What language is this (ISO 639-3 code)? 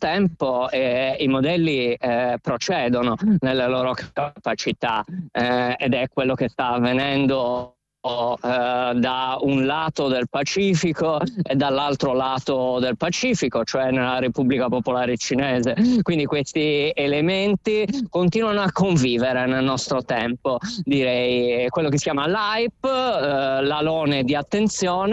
ita